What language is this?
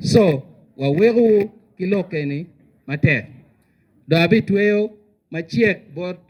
Acoli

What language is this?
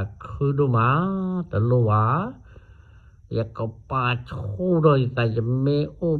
S'gaw Karen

